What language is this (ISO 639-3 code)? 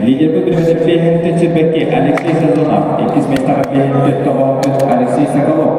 sah